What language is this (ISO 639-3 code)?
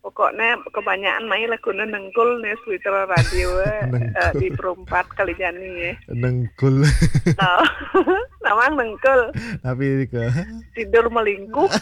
ban